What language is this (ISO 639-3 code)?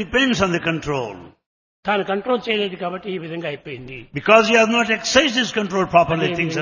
tel